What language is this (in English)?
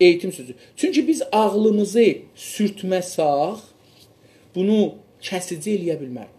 South Azerbaijani